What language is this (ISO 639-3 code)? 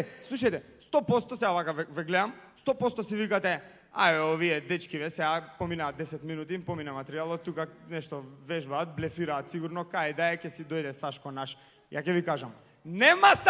mkd